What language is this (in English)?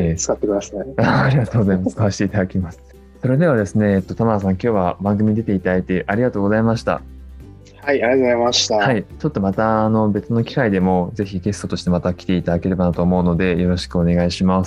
Japanese